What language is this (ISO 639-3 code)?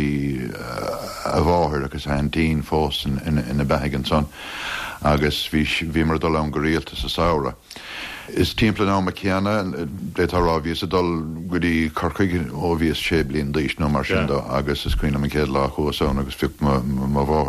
gle